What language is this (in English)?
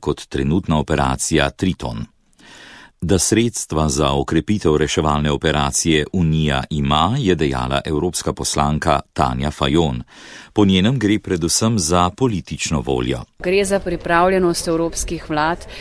Slovenian